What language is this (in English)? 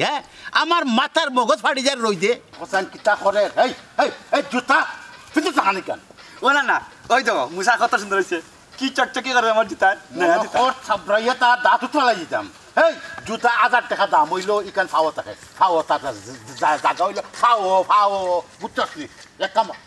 Sylheti